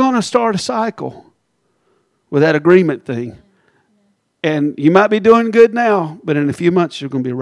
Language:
English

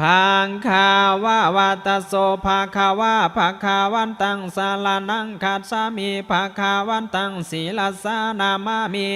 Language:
Pali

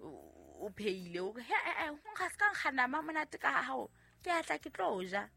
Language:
Southern Sotho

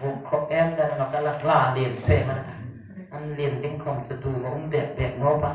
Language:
Hmar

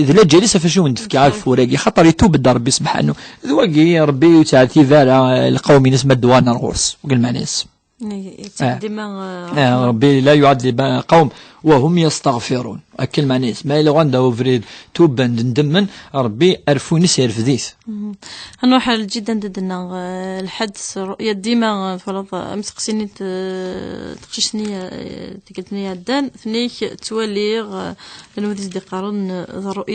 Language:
Kabyle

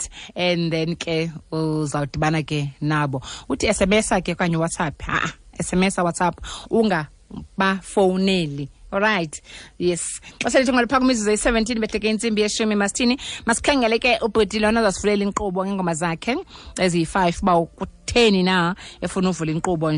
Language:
Xhosa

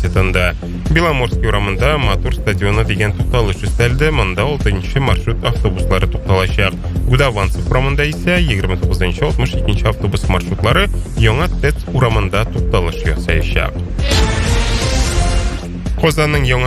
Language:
Tatar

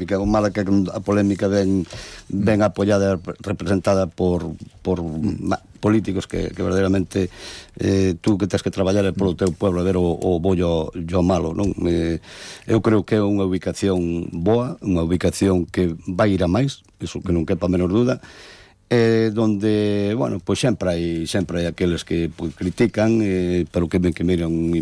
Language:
Galician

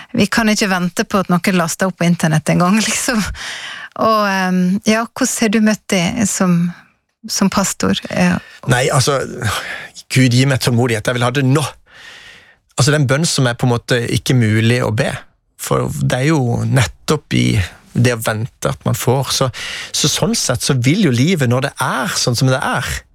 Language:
Norwegian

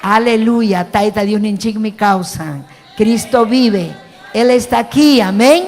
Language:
Ayacucho Quechua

